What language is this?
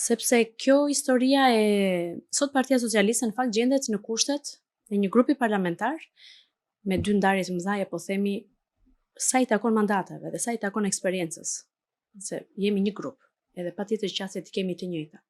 Albanian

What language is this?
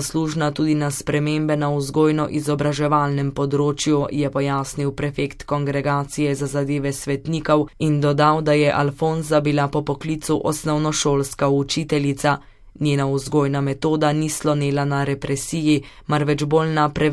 Slovenian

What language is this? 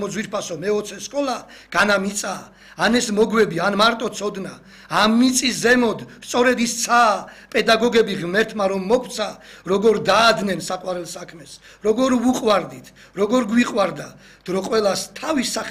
Georgian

